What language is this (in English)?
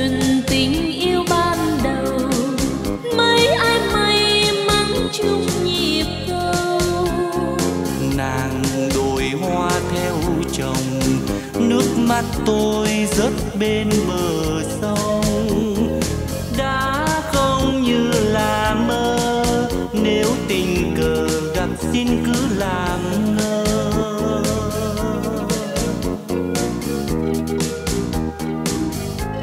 Vietnamese